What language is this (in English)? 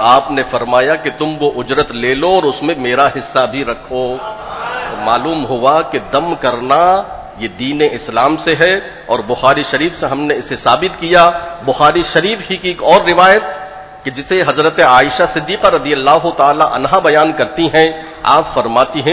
Urdu